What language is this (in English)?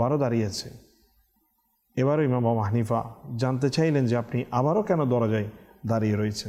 Bangla